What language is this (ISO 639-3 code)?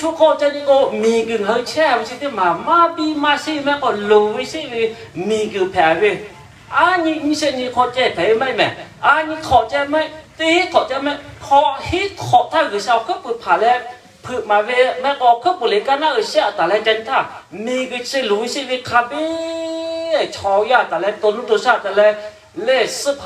lhu